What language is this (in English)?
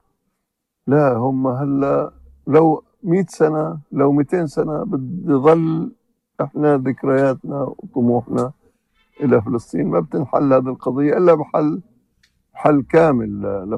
North Levantine Arabic